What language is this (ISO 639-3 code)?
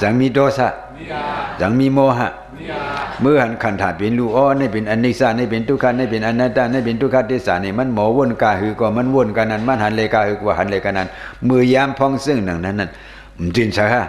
shn